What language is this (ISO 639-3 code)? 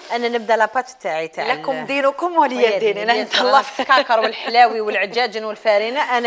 arq